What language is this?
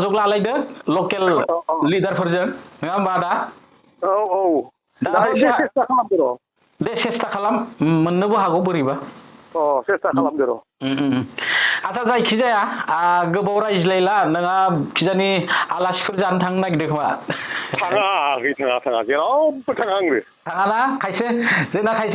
Bodo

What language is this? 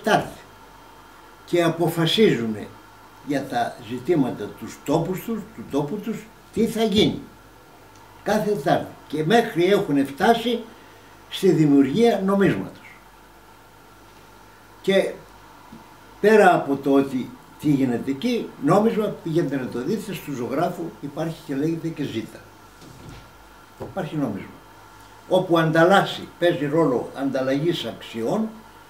Greek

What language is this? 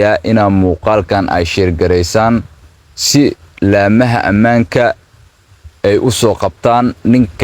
Somali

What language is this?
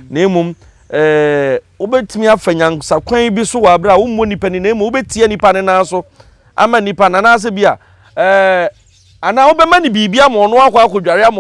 Akan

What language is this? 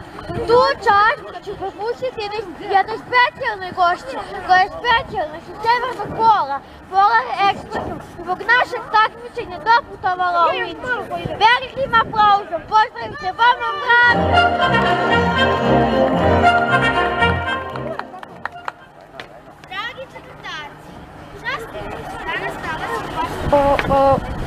Serbian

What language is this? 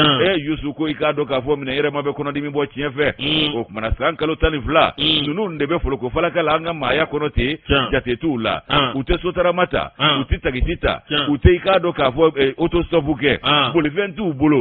Bambara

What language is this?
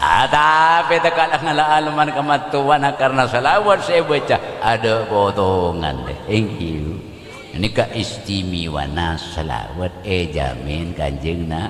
Madurese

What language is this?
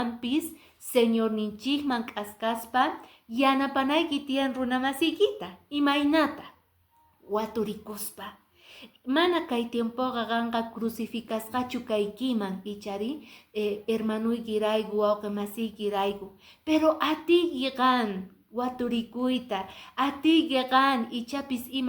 Quechua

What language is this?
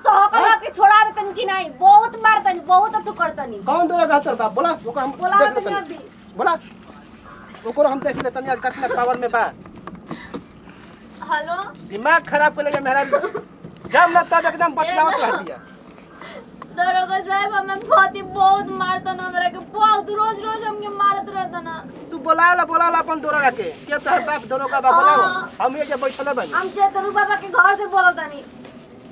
Bhojpuri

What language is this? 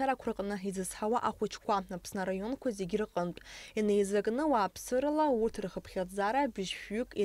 Abkhazian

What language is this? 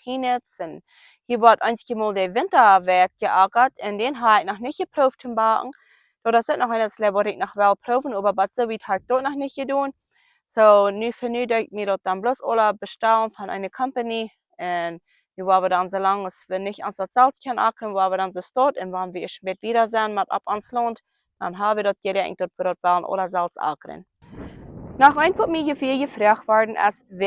Plautdietsch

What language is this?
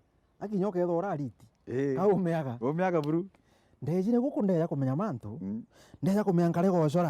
Meru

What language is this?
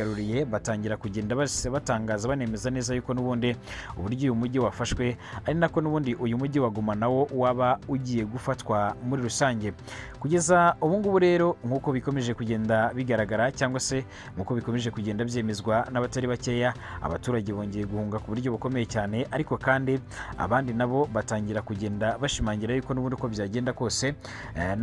Kinyarwanda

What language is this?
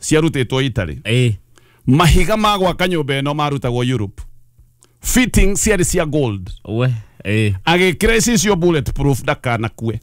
Kikuyu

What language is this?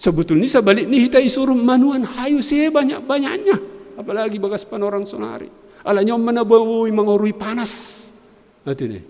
Batak Simalungun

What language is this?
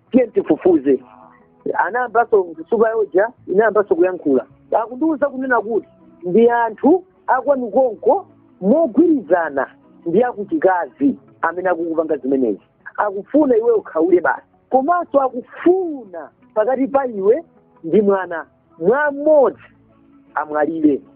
Nyanja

